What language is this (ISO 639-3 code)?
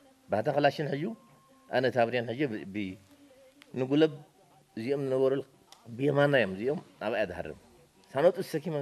tir